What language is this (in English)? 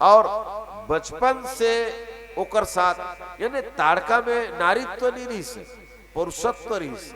Chhattisgarhi